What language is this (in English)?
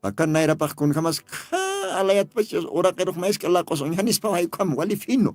Aymara